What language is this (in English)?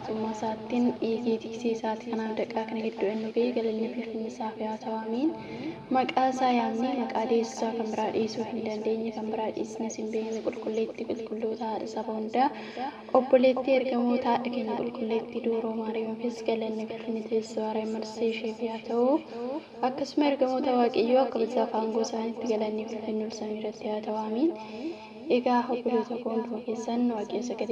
Oromo